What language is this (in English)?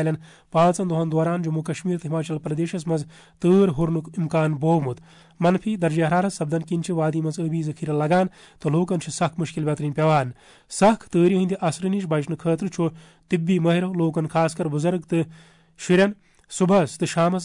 Kashmiri